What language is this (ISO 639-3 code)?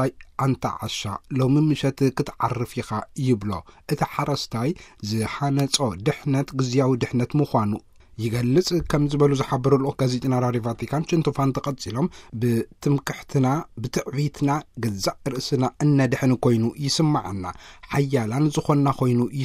tir